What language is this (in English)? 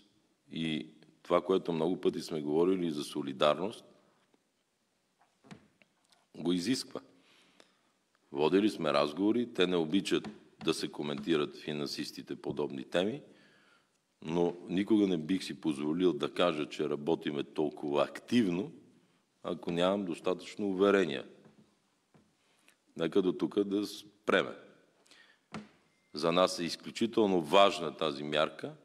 Bulgarian